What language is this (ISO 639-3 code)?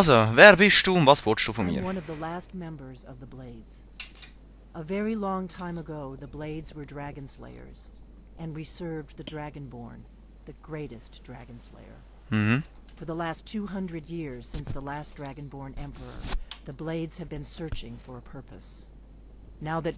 gsw